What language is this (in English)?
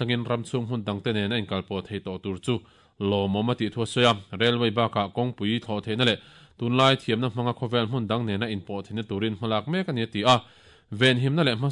Mizo